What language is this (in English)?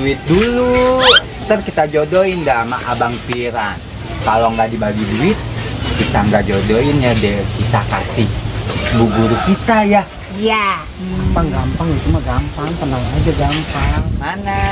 Betawi